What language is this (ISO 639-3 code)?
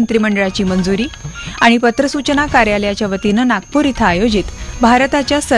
mar